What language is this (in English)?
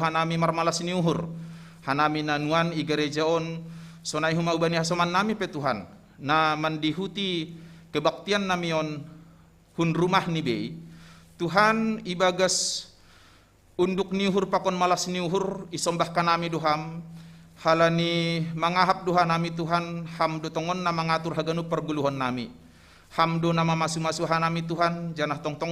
Batak Simalungun